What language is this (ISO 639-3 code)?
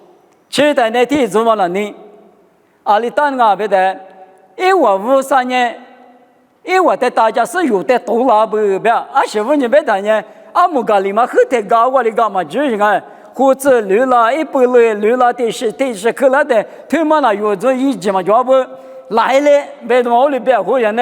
lis